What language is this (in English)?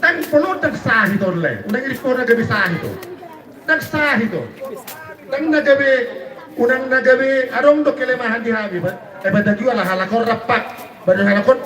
Batak Toba